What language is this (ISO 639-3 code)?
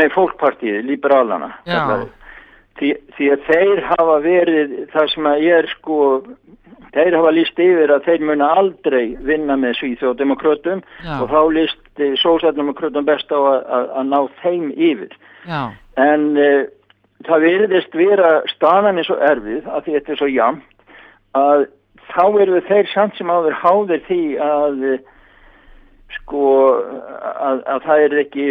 isl